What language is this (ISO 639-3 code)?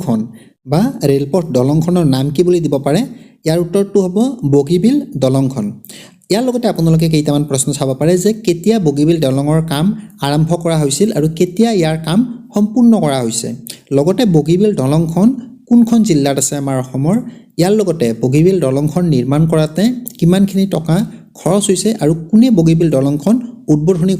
asm